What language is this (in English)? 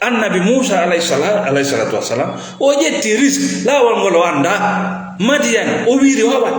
Fula